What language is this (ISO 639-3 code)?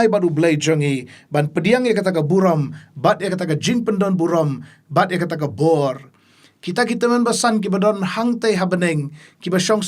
kha